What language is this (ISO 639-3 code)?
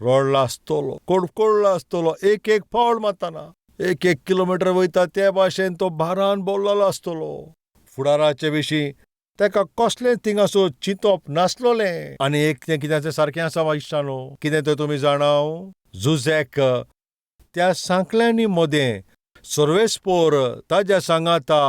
kok